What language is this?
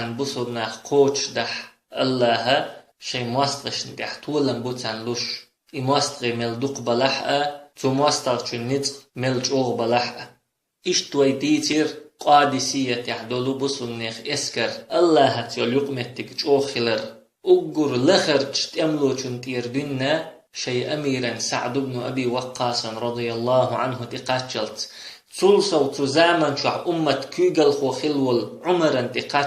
Chechen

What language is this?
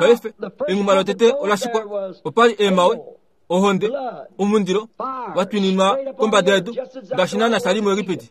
Kuanyama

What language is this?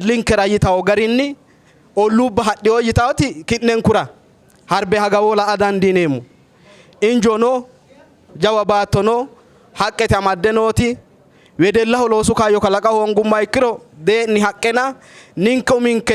Sidamo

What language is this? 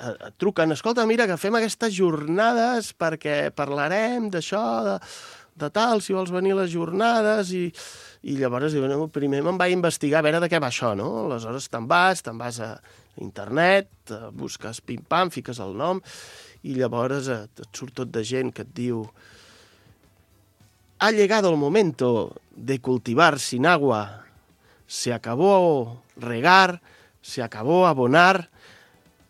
Catalan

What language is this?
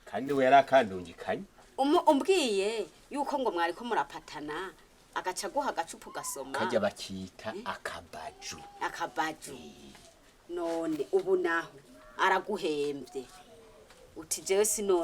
Rundi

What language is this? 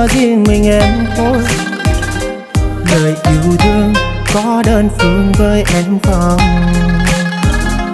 Vietnamese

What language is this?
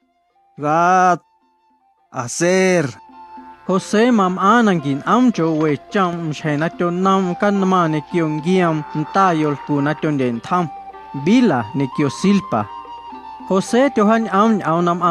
Guerrero Amuzgo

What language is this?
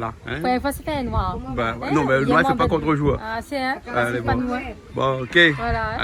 Réunion Creole French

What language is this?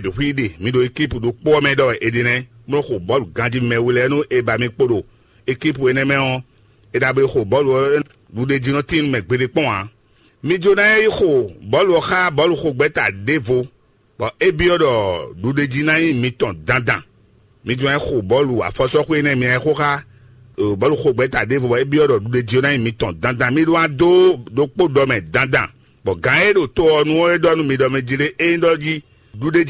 Fon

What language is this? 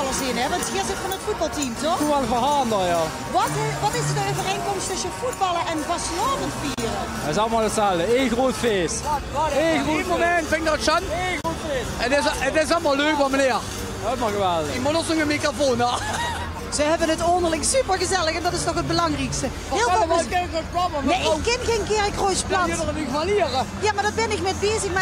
Limburgish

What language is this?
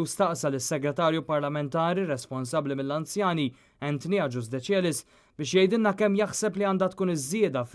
Maltese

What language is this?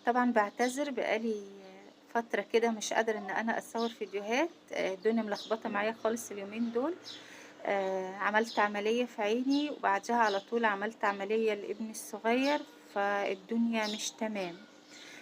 Egyptian Arabic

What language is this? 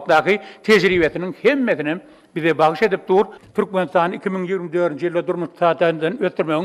Turkmen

